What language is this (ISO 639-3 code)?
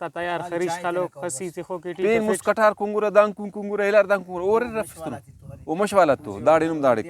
brh